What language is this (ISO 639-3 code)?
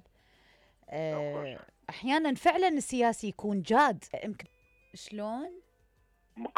acm